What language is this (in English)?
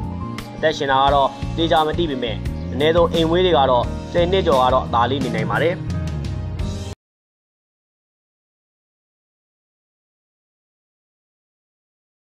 Burmese